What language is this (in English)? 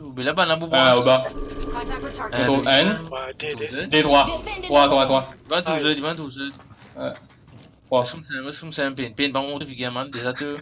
Morisyen